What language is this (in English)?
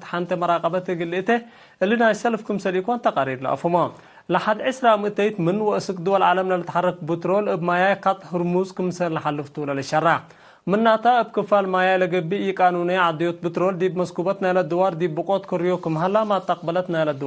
Tigre